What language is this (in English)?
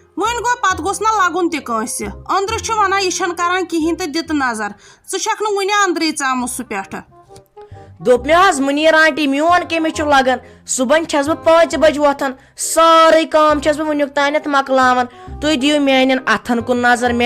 Kashmiri